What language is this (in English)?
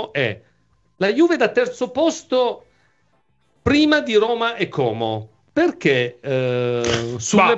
Italian